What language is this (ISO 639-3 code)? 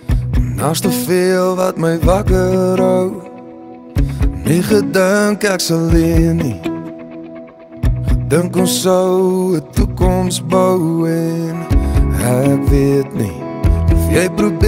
afr